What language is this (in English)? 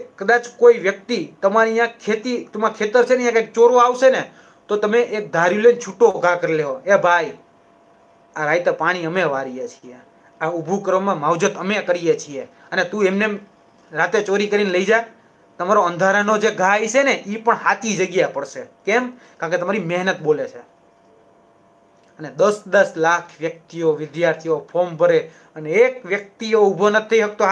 Gujarati